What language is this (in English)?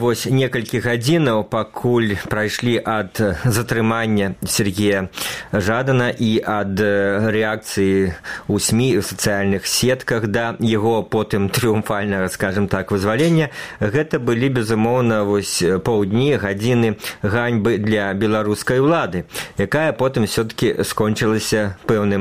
Belarusian